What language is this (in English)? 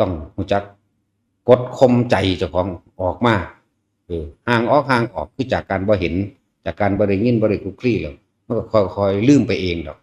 Northeastern Thai